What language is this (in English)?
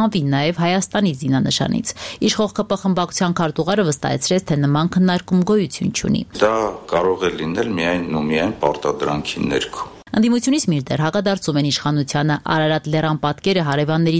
Armenian